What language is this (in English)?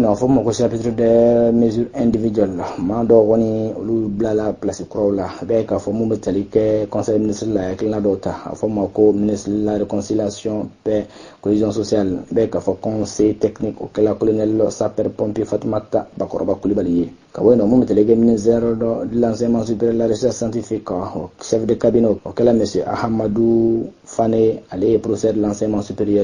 Bambara